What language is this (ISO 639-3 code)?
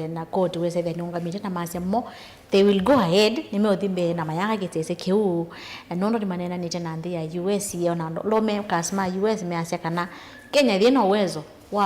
kam